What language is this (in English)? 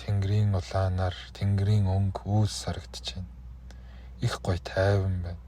Mongolian